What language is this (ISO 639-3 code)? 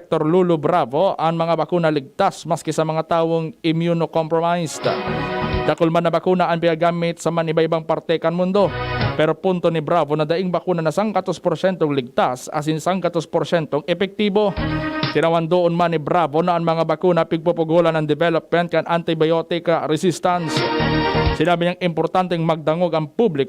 bik